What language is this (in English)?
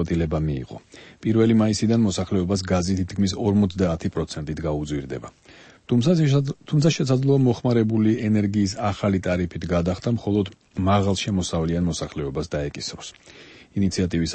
Georgian